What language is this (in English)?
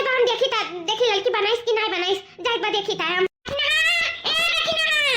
Awadhi